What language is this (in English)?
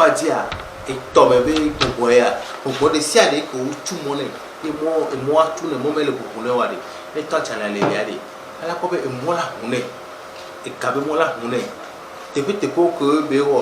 Ewe